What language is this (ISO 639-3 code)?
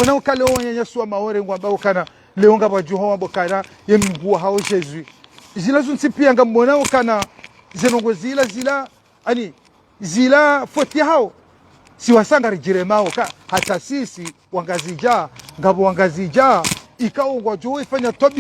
zdj